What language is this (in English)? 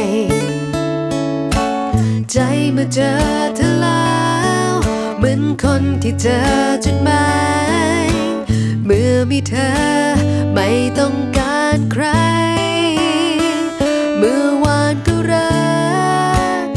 Thai